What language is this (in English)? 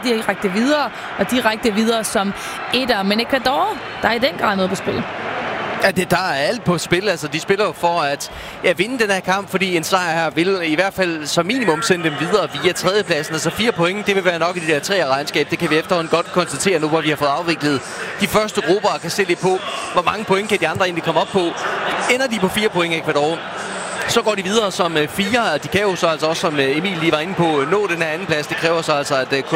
Danish